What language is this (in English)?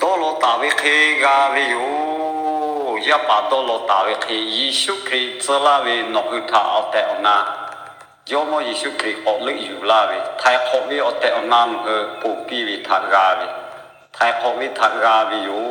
Lahu